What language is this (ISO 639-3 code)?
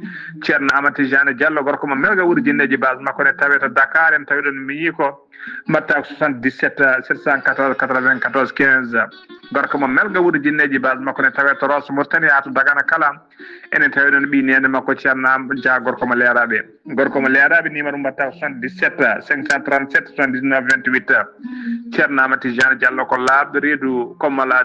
ful